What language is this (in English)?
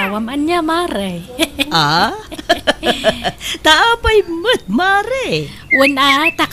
Iloko